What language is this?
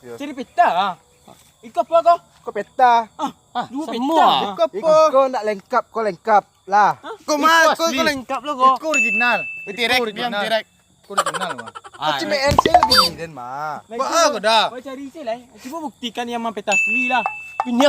Minangkabau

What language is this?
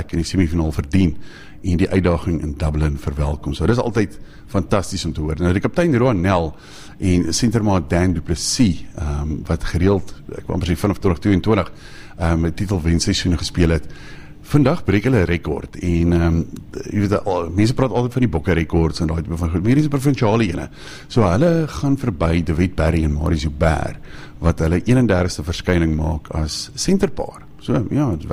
Afrikaans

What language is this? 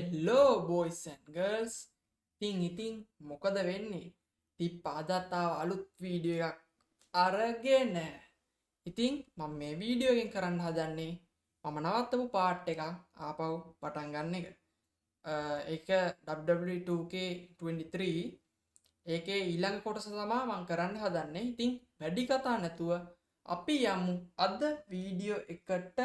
Sinhala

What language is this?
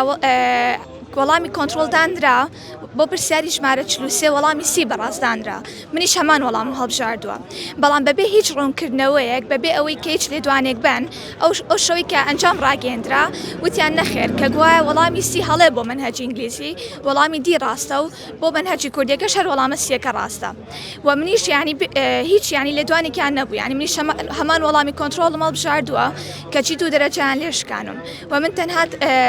Central Kurdish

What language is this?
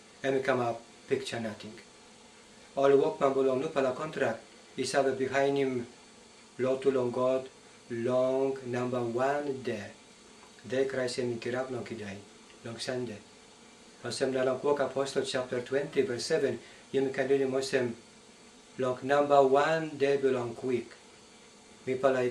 Tok Pisin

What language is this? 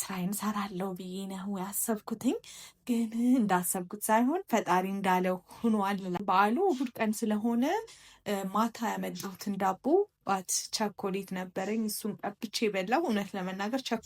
Amharic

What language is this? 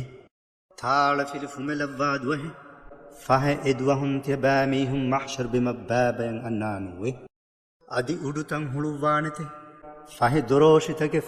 Divehi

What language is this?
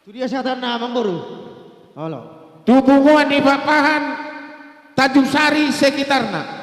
Batak Karo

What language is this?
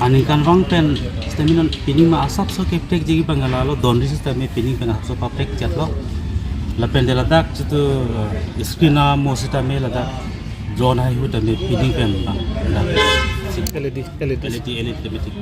Karbi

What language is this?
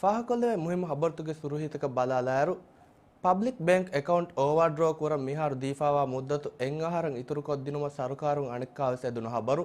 Divehi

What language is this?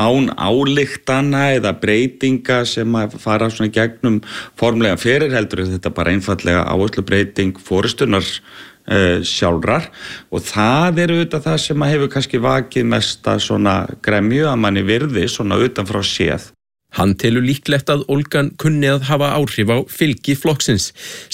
Icelandic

